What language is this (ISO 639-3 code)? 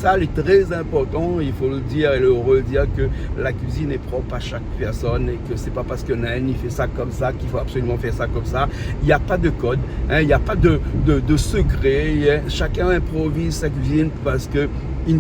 rcf